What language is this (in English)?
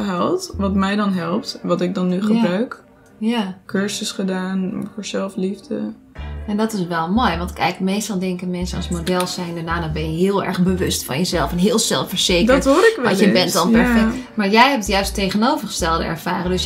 Dutch